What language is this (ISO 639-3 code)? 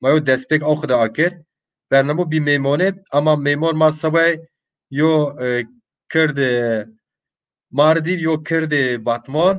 zza